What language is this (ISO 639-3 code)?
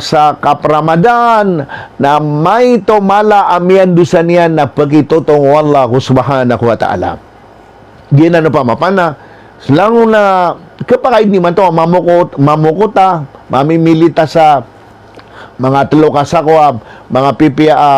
mrw